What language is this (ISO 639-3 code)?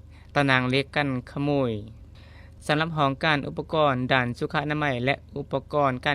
lao